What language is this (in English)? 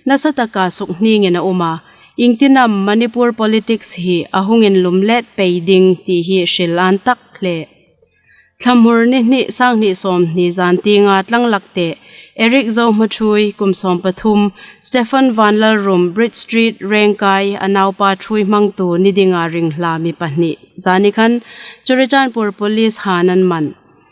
Hmar